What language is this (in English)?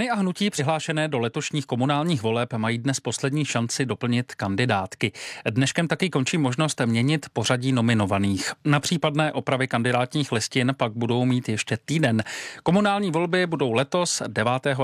Czech